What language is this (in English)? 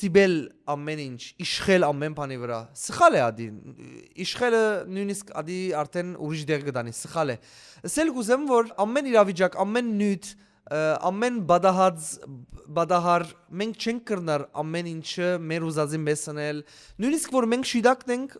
Western Armenian